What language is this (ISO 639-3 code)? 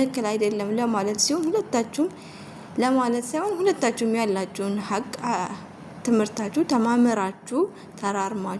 amh